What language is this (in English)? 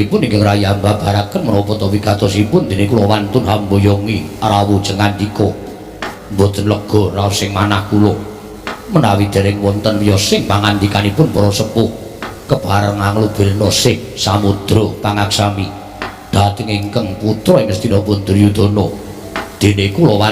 Javanese